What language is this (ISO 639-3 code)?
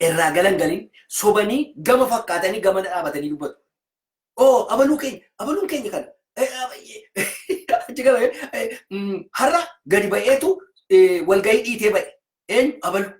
orm